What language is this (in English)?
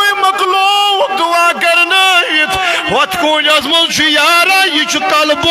Kashmiri